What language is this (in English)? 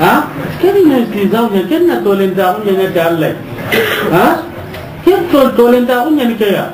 Soninke